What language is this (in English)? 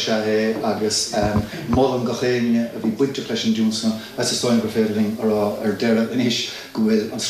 Irish